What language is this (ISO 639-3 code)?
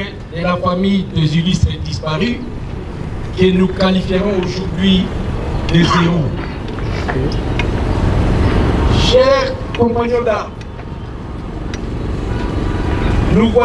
fra